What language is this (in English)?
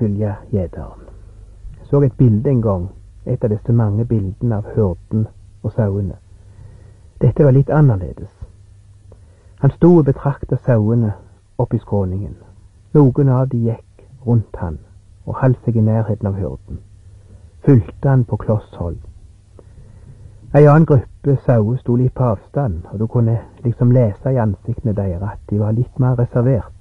Norwegian